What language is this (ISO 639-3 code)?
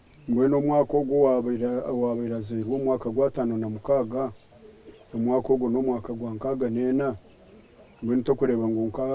nyn